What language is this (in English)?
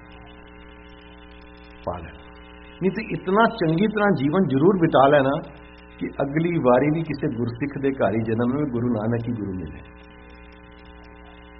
Punjabi